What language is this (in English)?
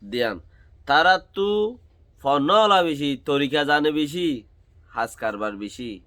Rohingya